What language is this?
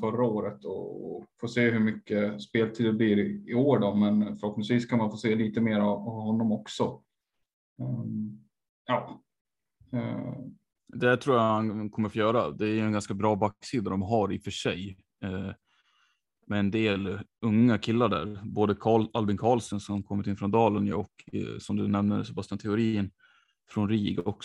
Swedish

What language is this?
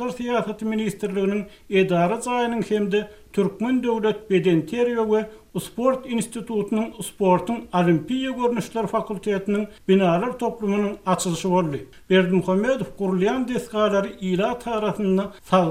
Turkmen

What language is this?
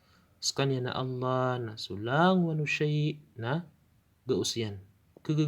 Maranao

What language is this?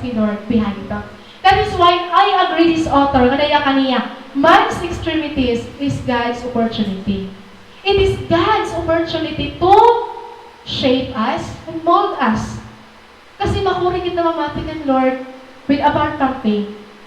Waray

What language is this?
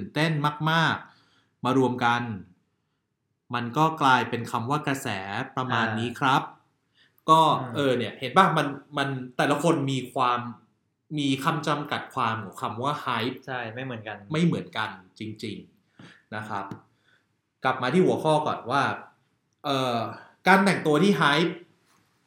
Thai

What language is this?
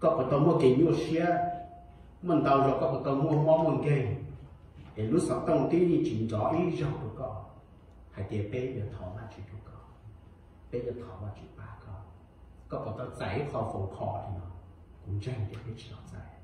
Hmong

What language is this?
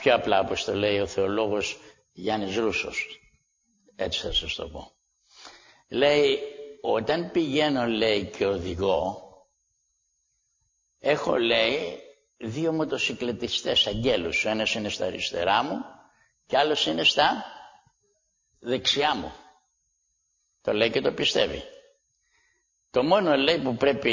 Greek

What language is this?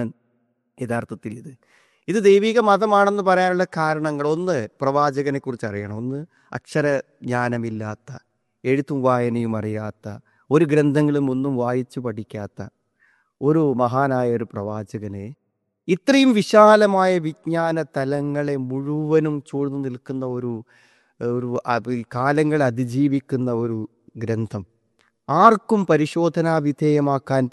Malayalam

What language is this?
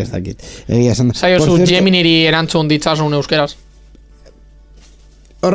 Basque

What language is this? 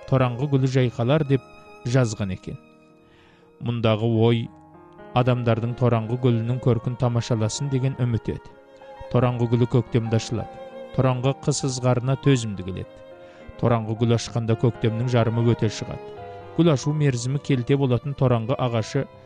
Kazakh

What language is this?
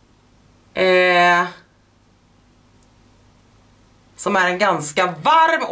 Swedish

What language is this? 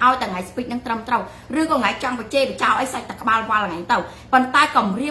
Khmer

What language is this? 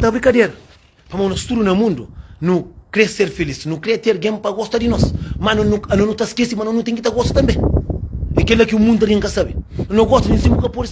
Kabuverdianu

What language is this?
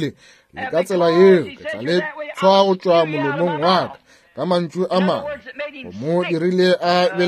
Northern Sotho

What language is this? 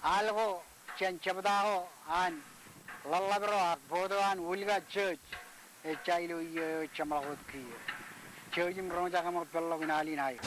Marshallese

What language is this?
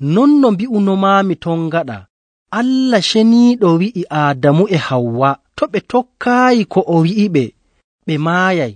Nigerian Fulfulde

